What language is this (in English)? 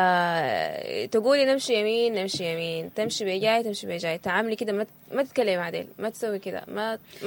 Sudanese Arabic